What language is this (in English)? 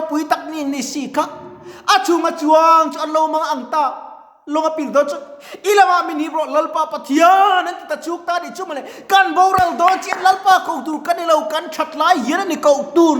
Mizo